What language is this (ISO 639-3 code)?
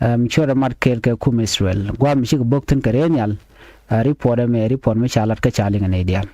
nus